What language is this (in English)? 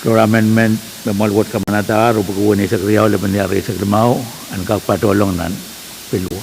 Pohnpeian